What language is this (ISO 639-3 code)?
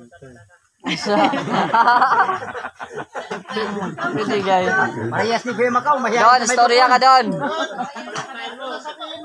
fil